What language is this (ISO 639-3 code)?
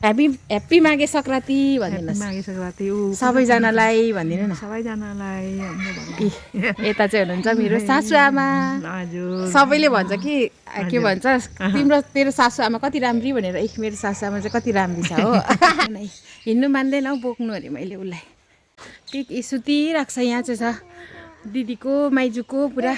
nep